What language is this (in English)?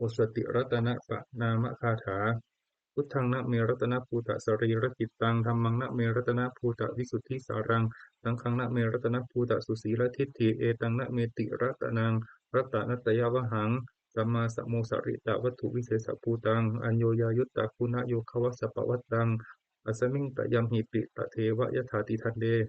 Pali